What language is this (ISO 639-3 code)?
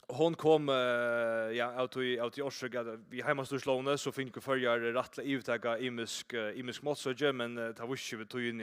fao